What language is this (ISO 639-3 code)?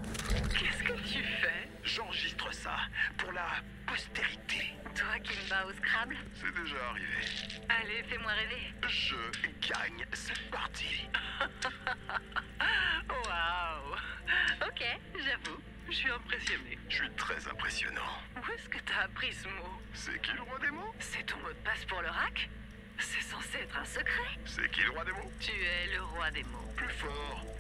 fra